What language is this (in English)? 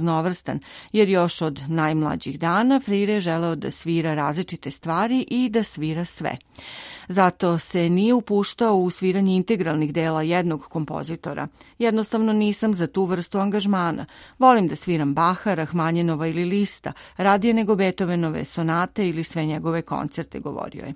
Serbian